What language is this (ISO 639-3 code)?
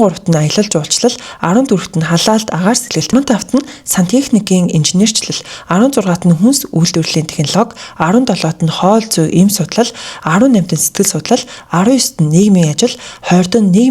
mon